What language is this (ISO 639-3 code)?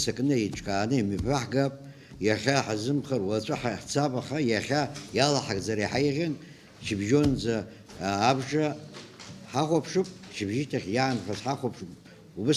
abk